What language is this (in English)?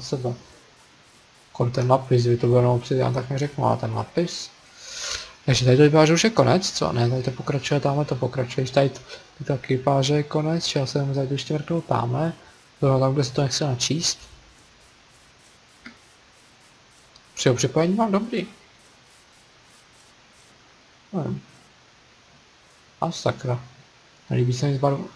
Czech